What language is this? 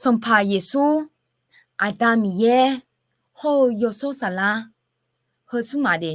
Akha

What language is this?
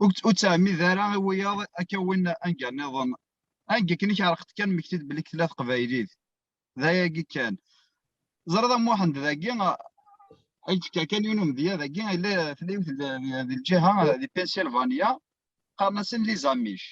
Kabyle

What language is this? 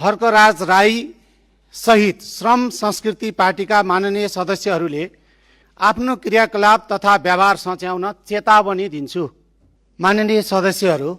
Nepali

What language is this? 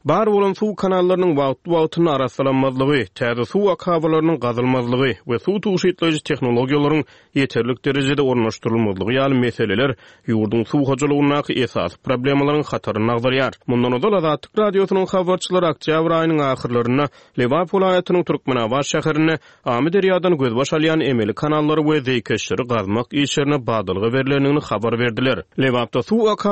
Turkmen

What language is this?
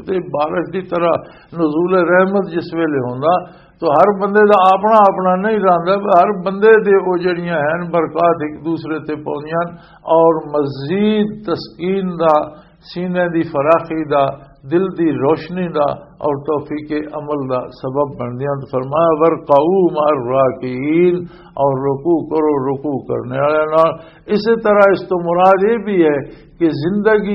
Western Panjabi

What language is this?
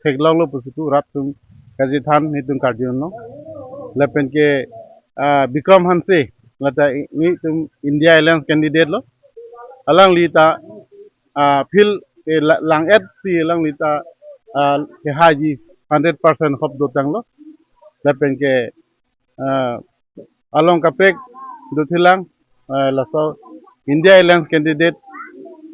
Karbi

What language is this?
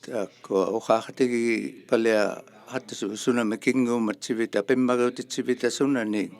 Inuktitut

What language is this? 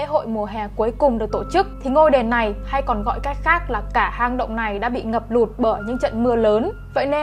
Vietnamese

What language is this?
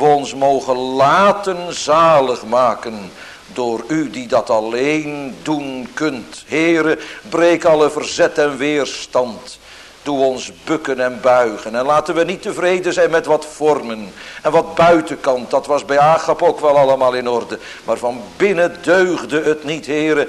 Dutch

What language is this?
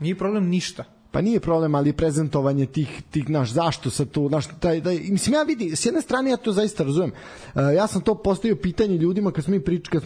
Serbian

